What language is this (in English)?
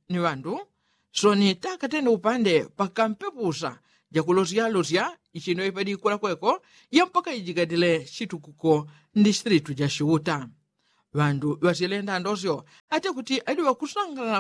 Yao